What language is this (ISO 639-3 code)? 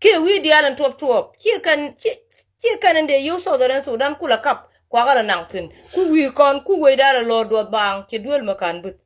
nus